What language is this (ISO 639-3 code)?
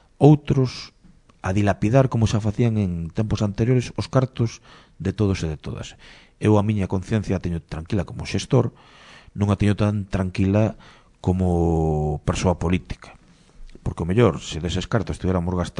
glg